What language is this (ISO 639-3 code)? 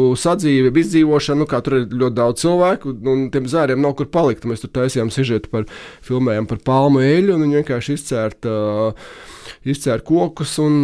lav